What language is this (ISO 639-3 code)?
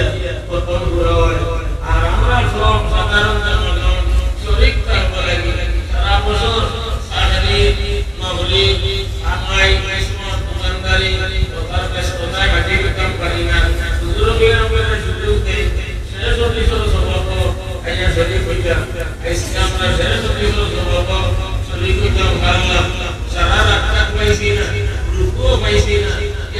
syl